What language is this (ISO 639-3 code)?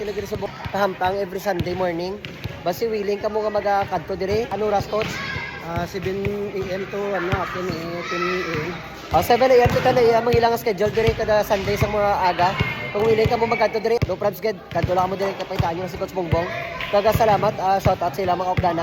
hil